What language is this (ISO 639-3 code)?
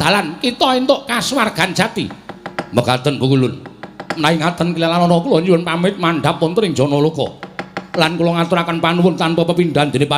jav